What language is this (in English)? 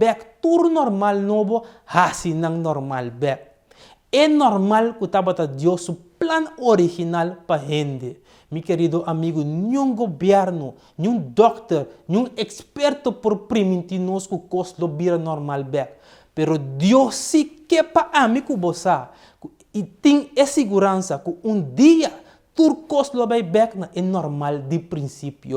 Papiamento